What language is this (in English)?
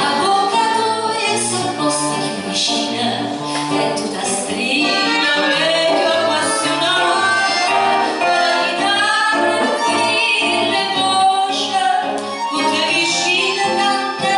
Neapolitan